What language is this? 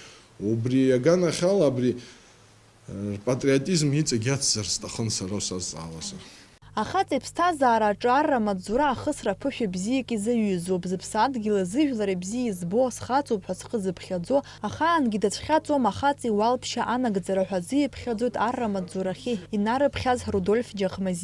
Abkhazian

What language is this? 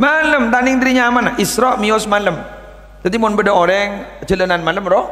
Madurese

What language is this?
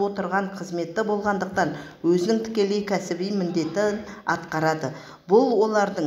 Kazakh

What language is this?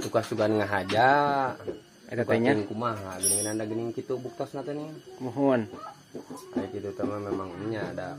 Sundanese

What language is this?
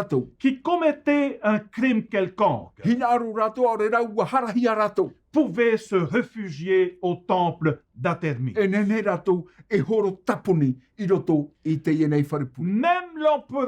Tahitian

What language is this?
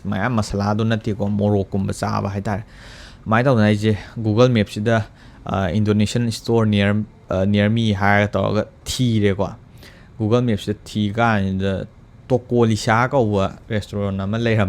Manipuri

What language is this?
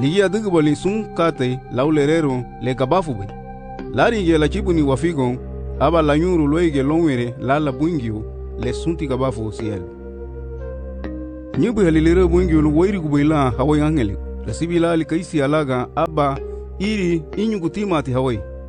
Garifuna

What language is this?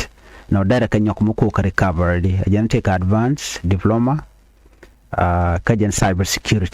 Nuer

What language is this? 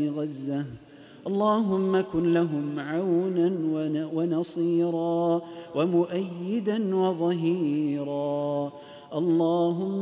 Arabic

